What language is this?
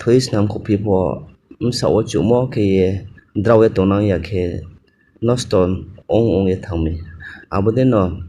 Riang (India)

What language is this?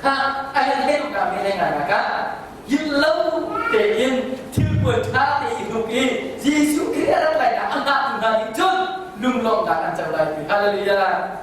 Hakha Chin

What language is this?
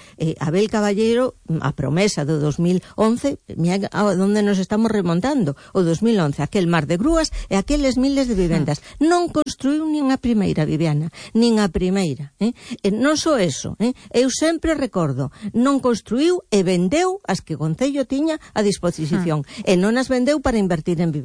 Galician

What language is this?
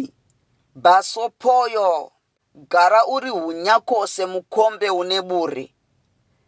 Shona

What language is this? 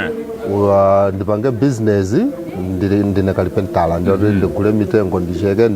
Nyanja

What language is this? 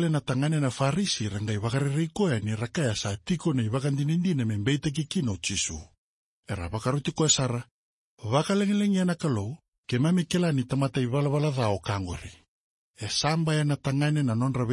Fijian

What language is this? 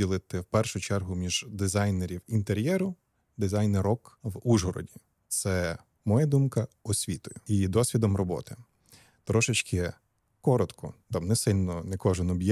Ukrainian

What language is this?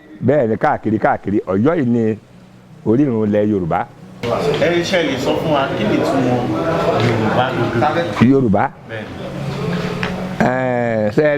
Yoruba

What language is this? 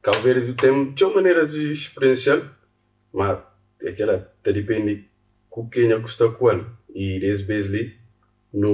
Kabuverdianu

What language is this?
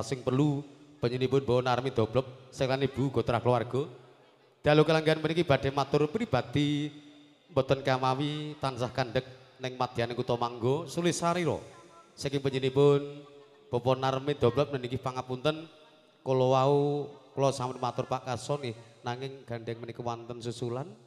Javanese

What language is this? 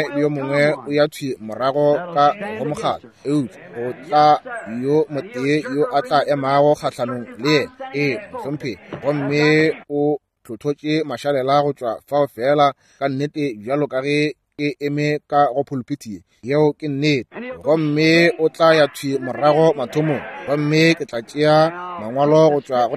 Northern Sotho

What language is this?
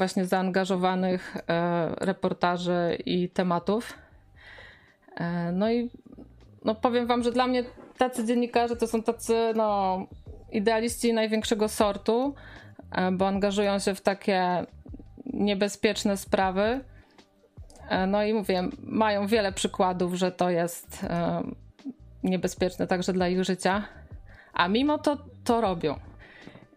Polish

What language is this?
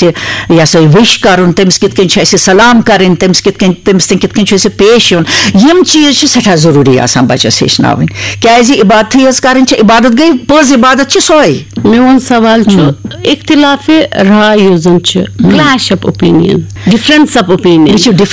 Kashmiri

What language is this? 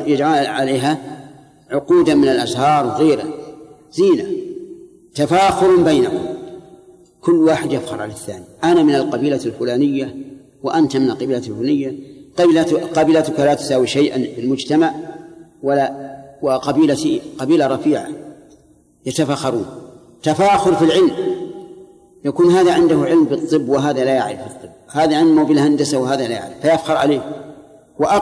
Arabic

